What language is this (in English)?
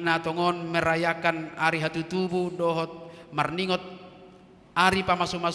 Batak Toba